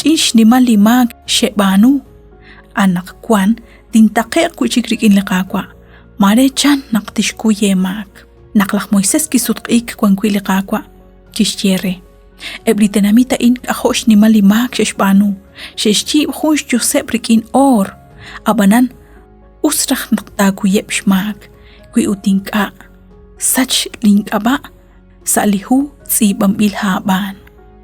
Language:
Kekchí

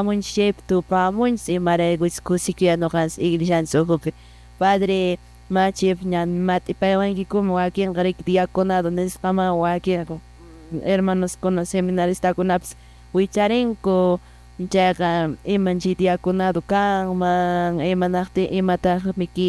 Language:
Quechua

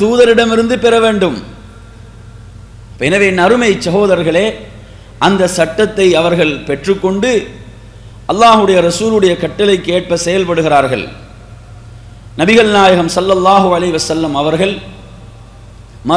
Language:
Tamil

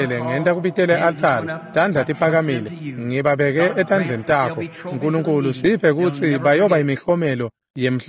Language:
Swati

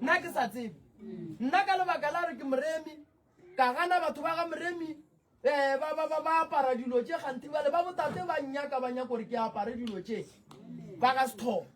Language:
Northern Sotho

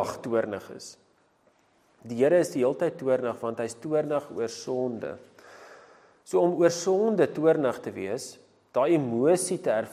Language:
Afrikaans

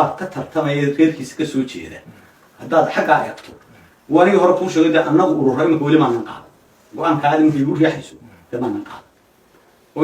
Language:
Somali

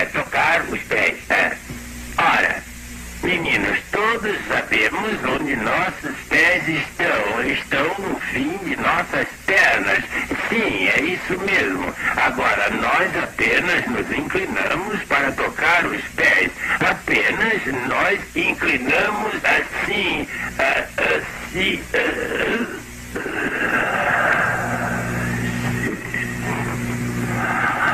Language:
Portuguese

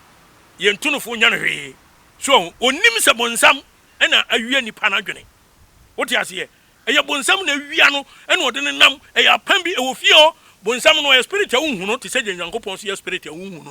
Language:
Akan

